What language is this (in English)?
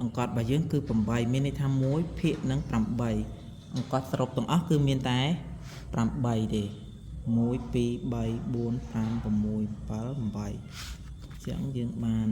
Khmer